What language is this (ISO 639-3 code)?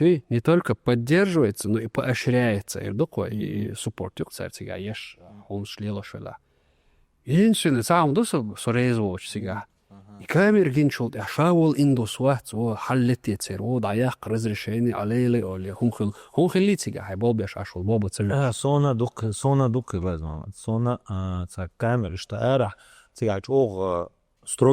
che